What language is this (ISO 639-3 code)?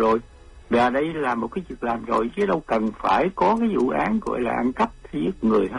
vie